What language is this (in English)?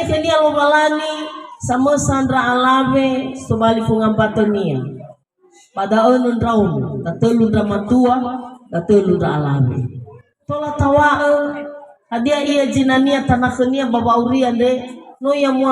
Nias